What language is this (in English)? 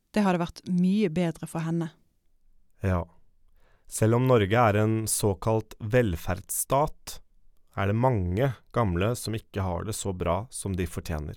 Norwegian